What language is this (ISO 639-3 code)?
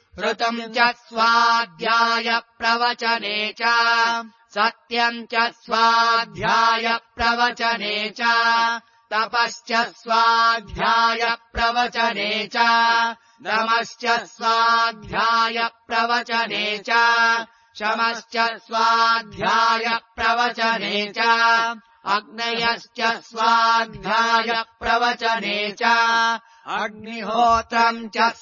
san